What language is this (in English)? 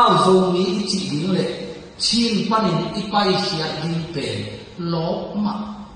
Tedim Chin